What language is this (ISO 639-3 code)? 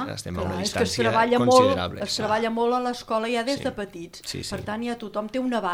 cat